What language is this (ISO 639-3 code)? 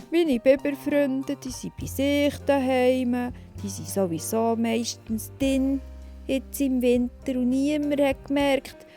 gsw